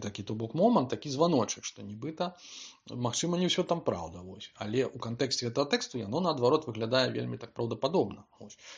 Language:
Belarusian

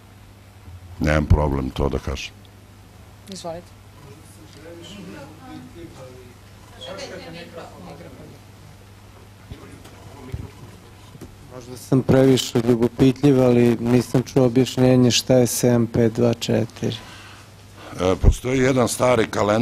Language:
Serbian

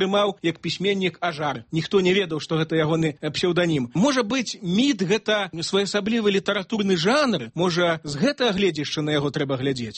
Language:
Belarusian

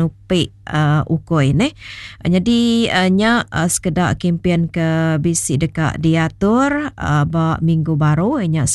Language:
Iban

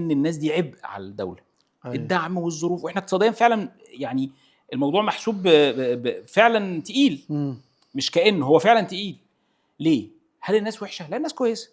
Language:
Egyptian Arabic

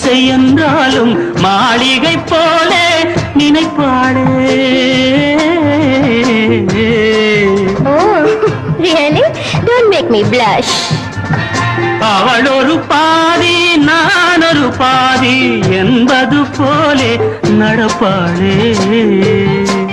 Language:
Tamil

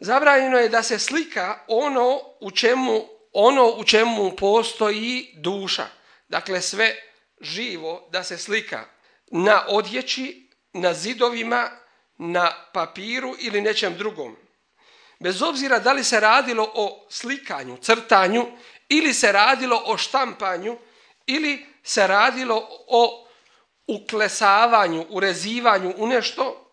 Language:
Bosnian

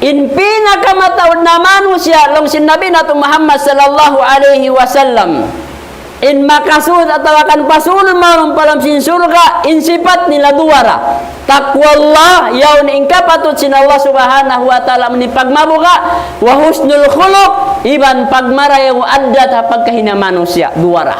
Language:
Tausug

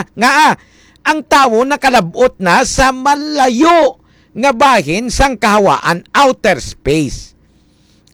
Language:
Hiligaynon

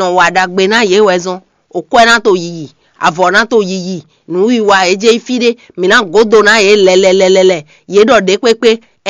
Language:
Fon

